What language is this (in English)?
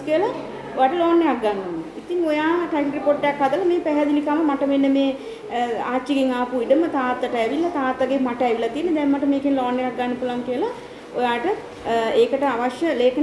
Sinhala